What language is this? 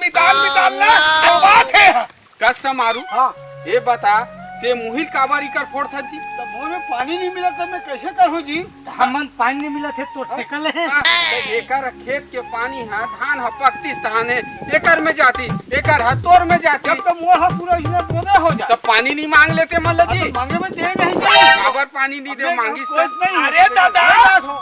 Chhattisgarhi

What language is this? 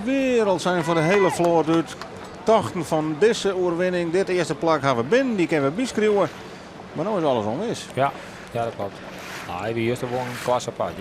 Western Frisian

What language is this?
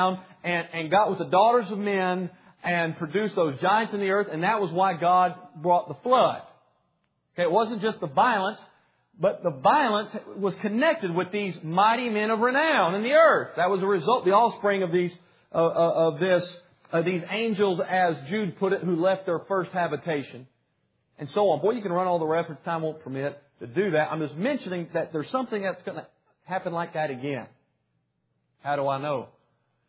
English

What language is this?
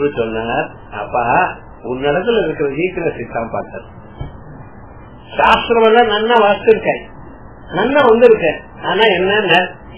Tamil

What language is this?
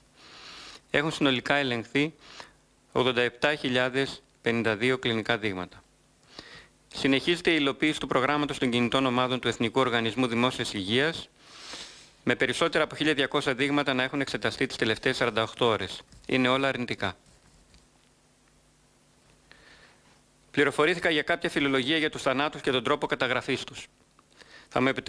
Greek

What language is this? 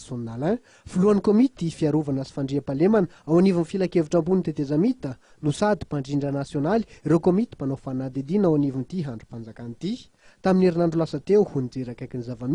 Malagasy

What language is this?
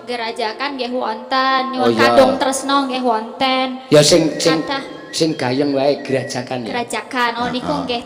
Javanese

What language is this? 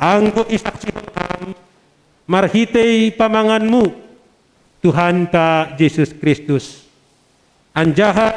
Batak Simalungun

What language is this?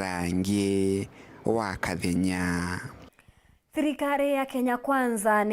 Meru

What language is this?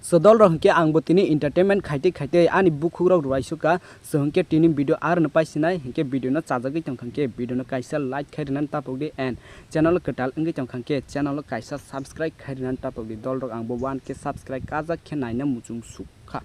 Kok Borok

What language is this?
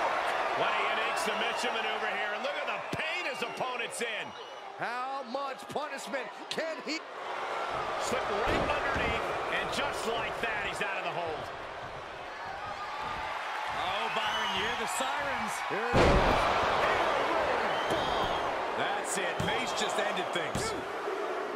English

